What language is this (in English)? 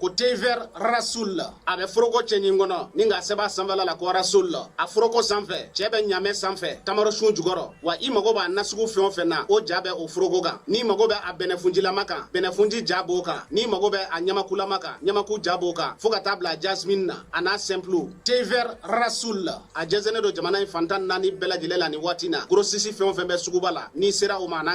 Bambara